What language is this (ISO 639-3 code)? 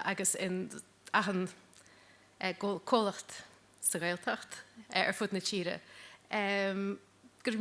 gle